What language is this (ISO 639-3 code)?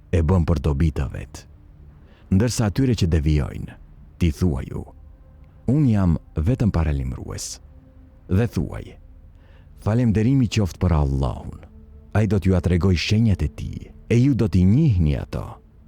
sqi